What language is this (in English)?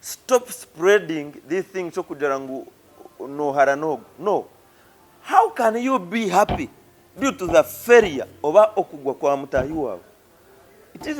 Nyankole